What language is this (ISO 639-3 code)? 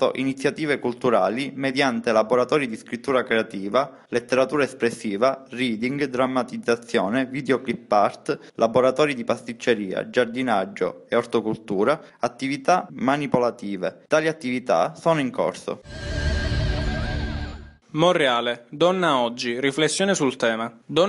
ita